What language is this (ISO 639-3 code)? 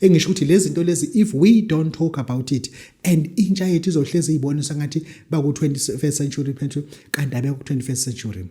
zul